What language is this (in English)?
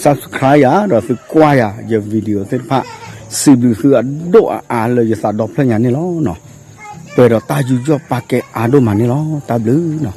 S'gaw Karen